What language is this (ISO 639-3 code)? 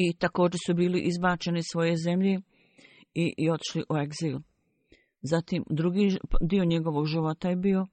bos